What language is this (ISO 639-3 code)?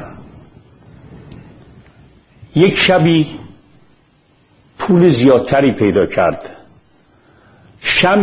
fas